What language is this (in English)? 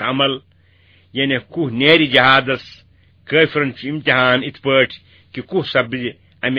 Kashmiri